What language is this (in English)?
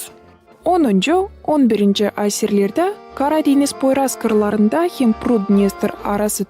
Gagauz